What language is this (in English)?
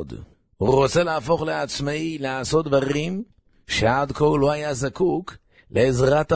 Hebrew